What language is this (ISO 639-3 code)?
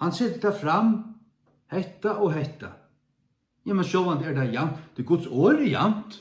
fao